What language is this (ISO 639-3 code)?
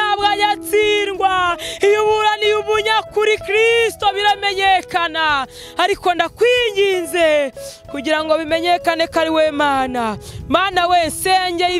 kin